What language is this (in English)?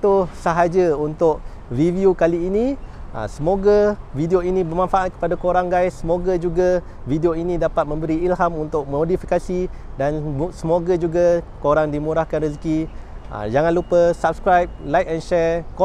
Malay